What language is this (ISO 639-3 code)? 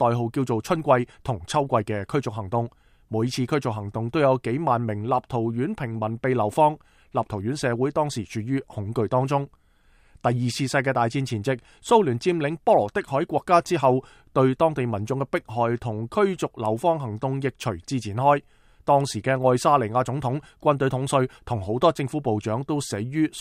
yue